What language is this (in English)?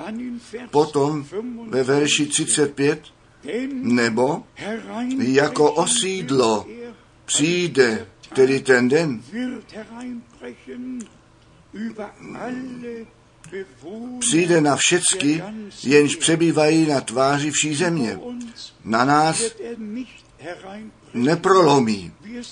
Czech